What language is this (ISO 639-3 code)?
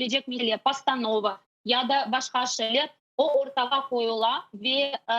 crh